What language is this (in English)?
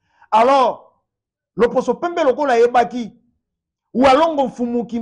Lingala